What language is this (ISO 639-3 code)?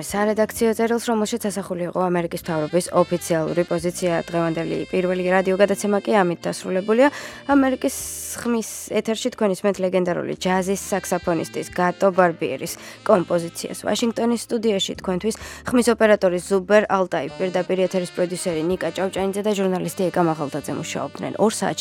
kat